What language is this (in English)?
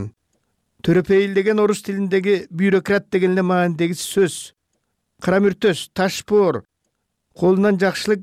Kyrgyz